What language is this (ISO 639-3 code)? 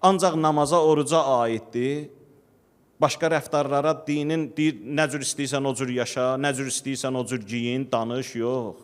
aze